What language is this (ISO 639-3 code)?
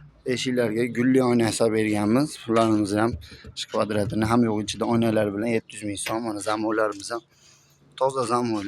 uzb